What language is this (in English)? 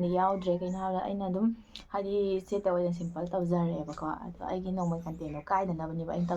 Manipuri